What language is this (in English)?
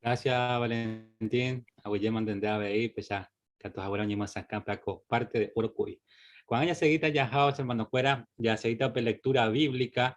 Guarani